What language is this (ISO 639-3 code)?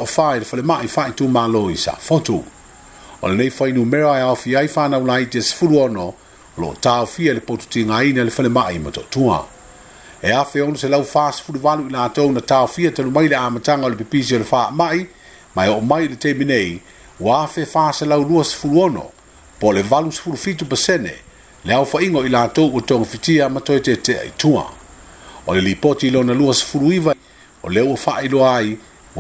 smo